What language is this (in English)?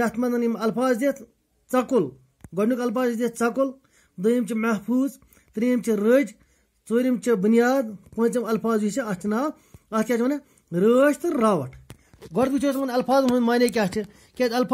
Kashmiri